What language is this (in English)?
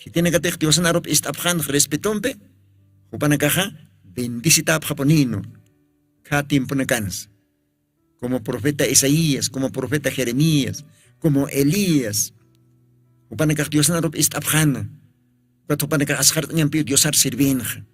Aymara